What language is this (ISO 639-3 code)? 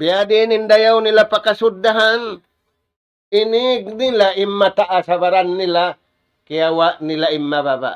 tsg